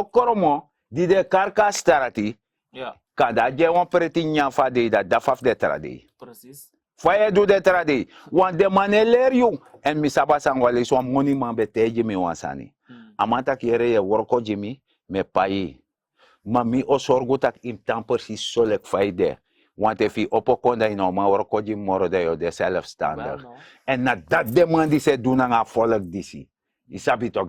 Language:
Sranan Tongo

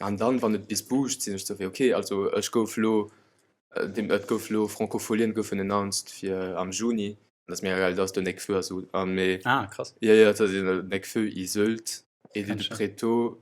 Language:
Luxembourgish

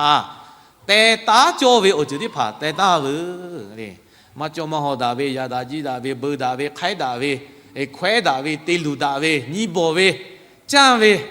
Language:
Lahu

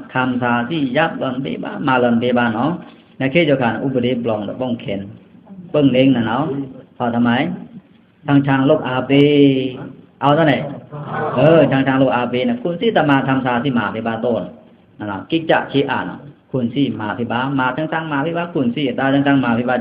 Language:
Pa'o Karen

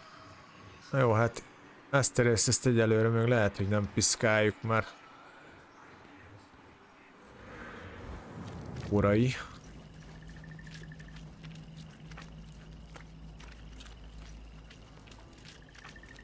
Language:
Hungarian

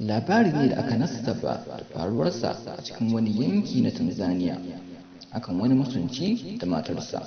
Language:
Hausa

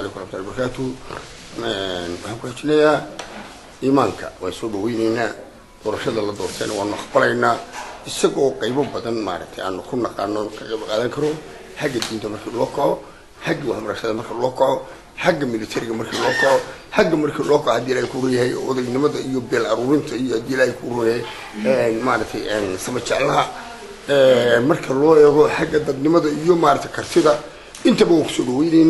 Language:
Somali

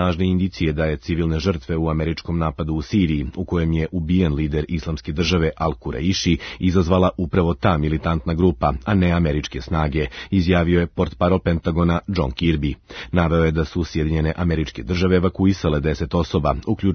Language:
Serbian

